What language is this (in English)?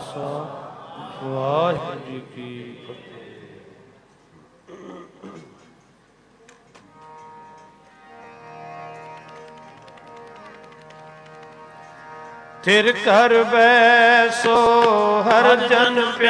Punjabi